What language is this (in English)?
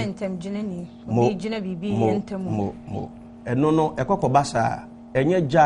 Akan